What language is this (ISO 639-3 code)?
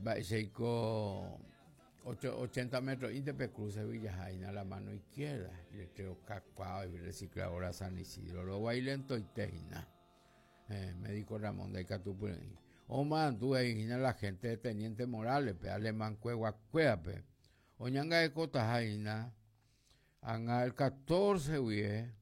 grn